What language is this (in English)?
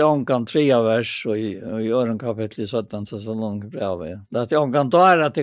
Faroese